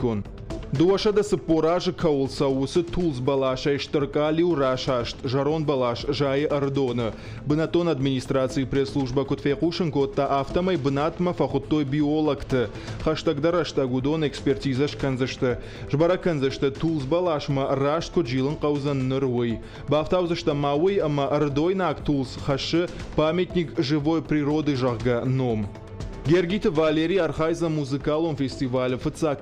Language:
Ossetic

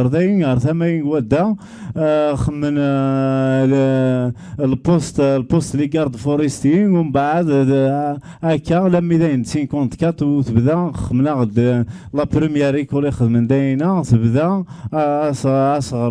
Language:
Kabyle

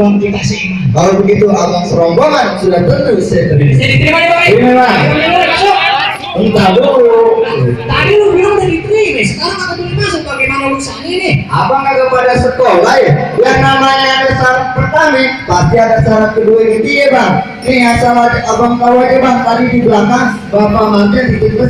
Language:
Betawi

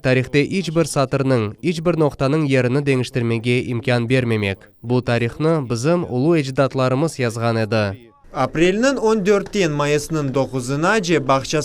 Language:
Crimean Tatar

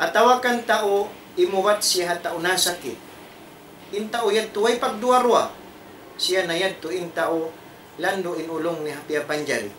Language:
Tausug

